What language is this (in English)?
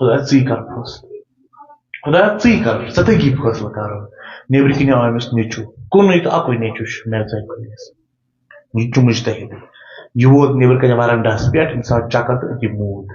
Kashmiri